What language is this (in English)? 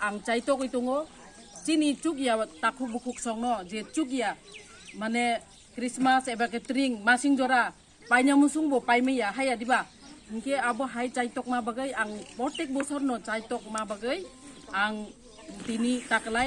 Kok Borok